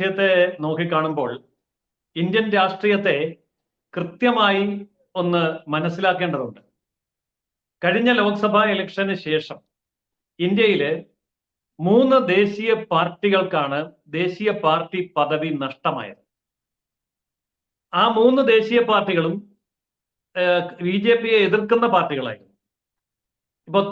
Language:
Malayalam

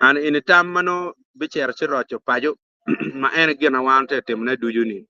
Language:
Acoli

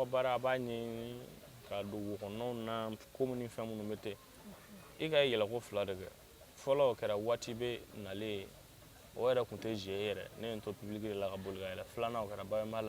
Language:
Bambara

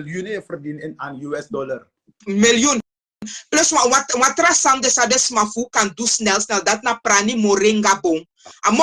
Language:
Sranan Tongo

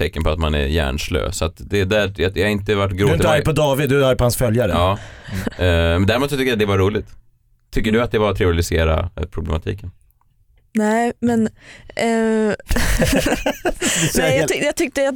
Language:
Swedish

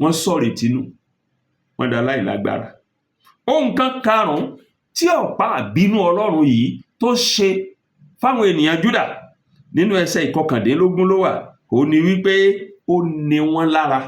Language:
Yoruba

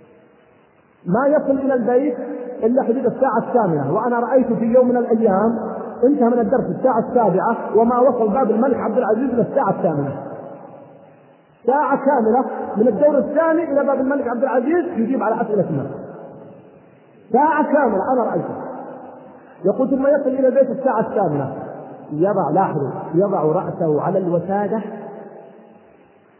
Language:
Arabic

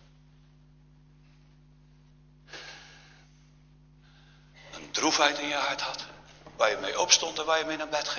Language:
Dutch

